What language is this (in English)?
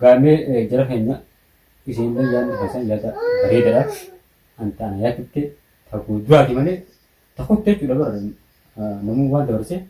Oromo